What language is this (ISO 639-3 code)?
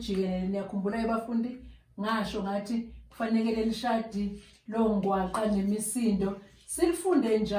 zul